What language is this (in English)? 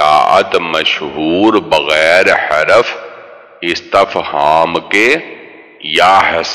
Urdu